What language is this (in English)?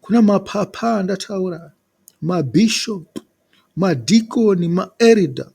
Shona